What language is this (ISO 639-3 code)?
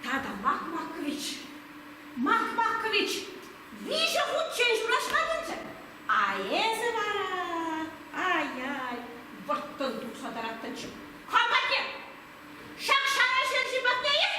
chv